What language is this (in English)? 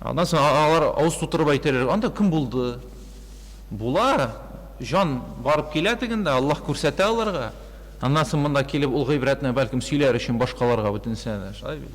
Tatar